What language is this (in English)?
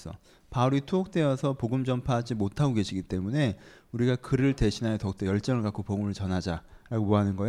Korean